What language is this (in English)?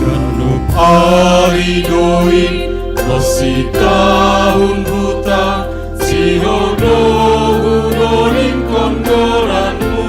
Batak Simalungun